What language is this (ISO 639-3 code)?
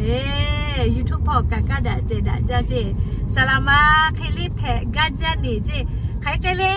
lhu